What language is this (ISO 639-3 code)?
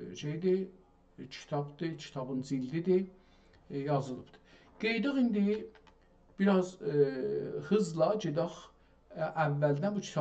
azb